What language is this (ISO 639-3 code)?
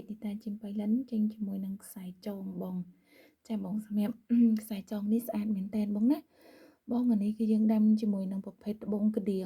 khm